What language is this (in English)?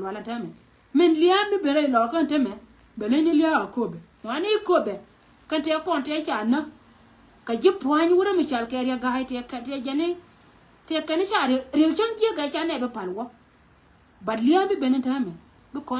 Nuer